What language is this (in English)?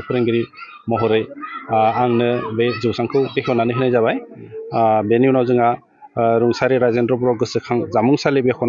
Bodo